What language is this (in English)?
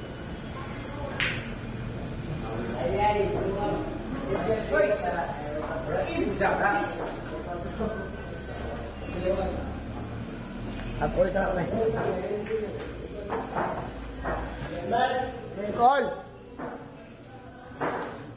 Filipino